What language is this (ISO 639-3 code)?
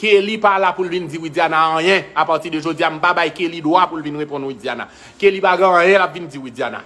hat